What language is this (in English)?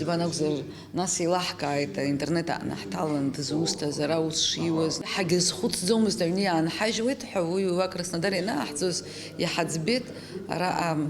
Abkhazian